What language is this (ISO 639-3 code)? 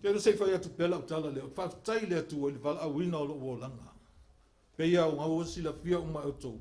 smo